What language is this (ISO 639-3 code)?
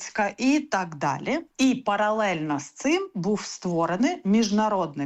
ukr